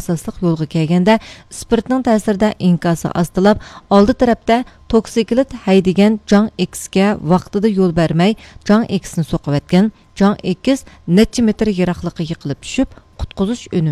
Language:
Uyghur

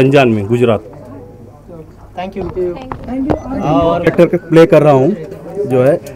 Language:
Hindi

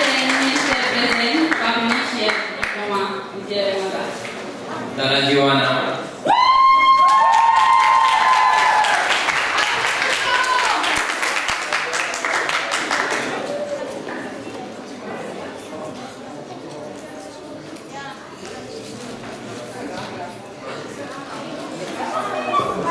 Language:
Romanian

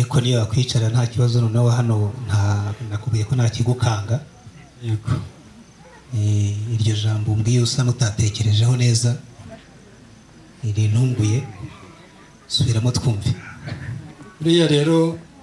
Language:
Kinyarwanda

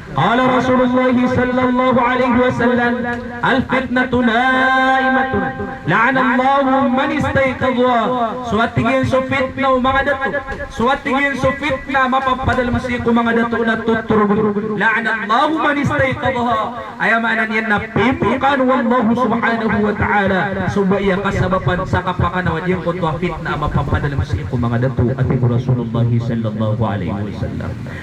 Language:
Maranao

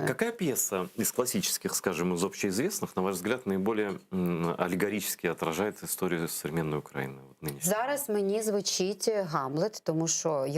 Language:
Crimean Tatar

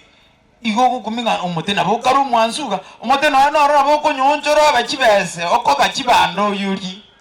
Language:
Gusii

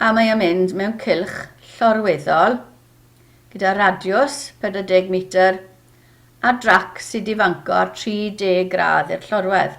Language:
Welsh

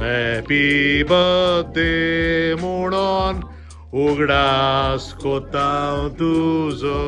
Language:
Konkani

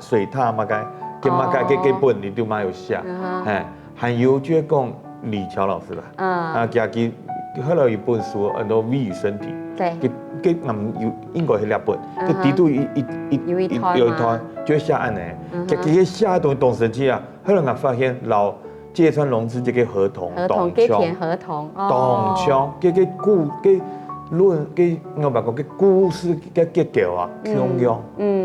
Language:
Hakka Chinese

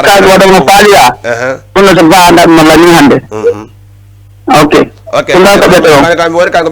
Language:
Fula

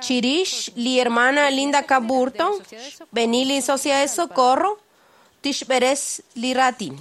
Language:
Kekchí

